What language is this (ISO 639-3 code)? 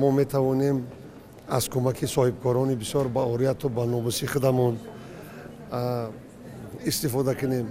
tgk